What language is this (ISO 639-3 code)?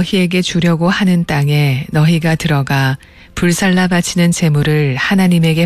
kor